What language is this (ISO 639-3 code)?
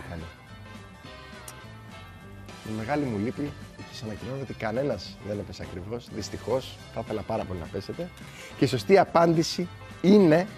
ell